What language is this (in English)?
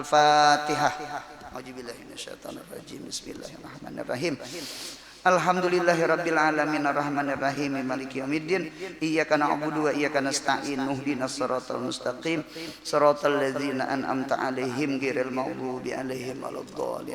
Banjar